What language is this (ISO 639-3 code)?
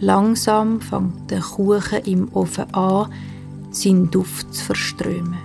gsw